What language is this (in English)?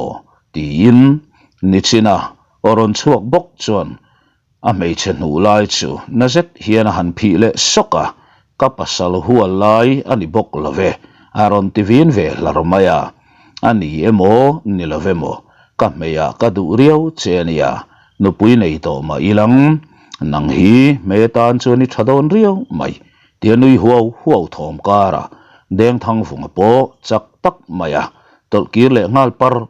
Mizo